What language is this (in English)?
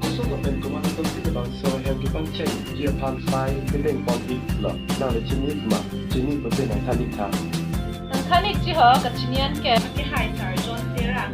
Karbi